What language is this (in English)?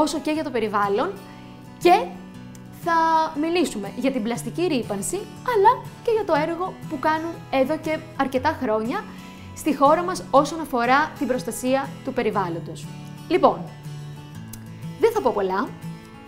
Greek